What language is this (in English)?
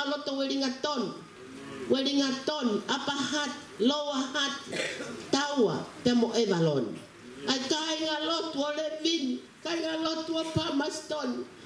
Tongan